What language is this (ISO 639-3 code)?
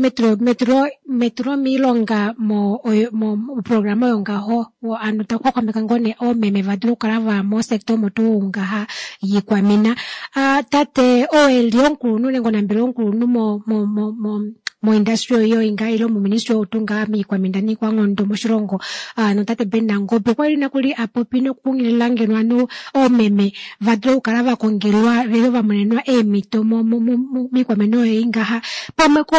kua